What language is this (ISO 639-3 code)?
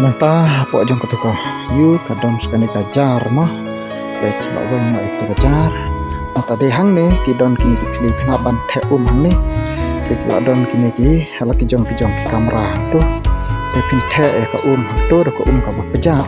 kha